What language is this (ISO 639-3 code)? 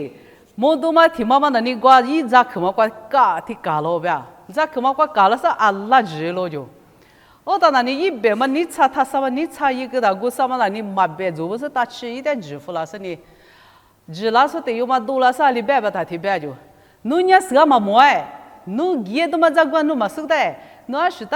lis